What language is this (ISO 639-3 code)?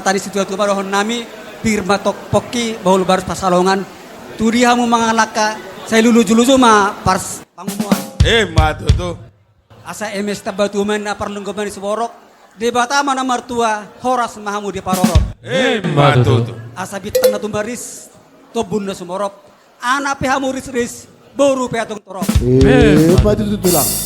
bbc